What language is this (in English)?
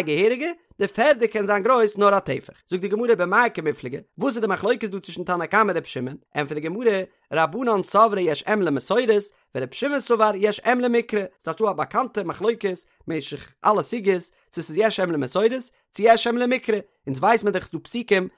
Yiddish